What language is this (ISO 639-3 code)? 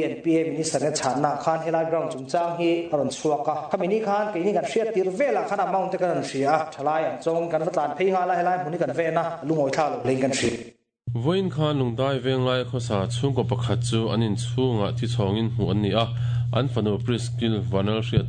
lus